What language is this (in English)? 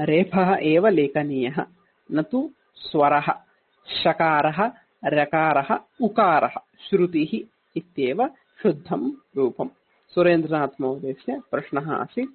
Sanskrit